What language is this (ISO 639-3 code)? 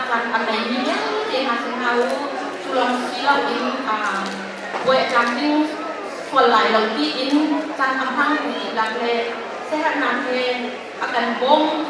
cnh